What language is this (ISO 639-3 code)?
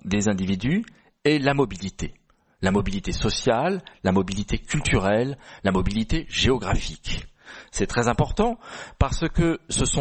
fra